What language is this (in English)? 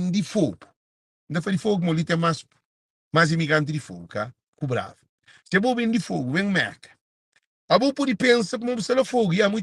Kabuverdianu